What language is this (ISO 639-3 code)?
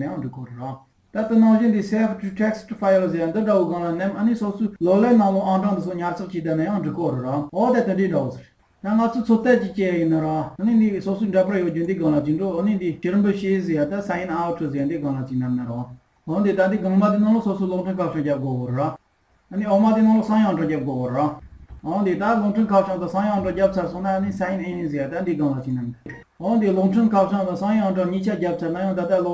bod